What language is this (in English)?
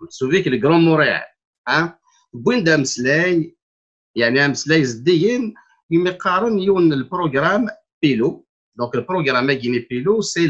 Kabyle